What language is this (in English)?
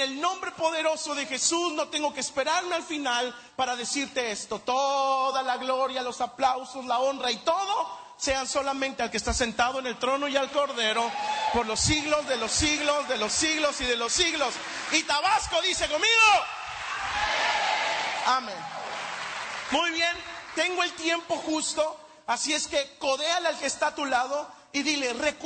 Spanish